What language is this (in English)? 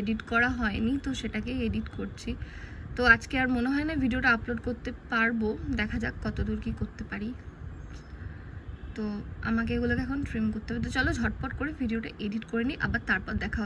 Bangla